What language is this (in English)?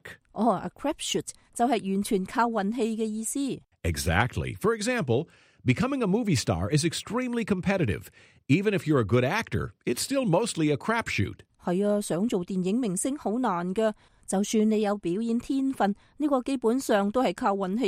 Cantonese